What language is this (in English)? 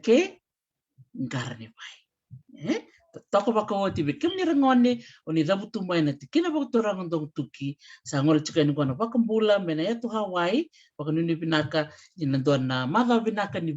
Fijian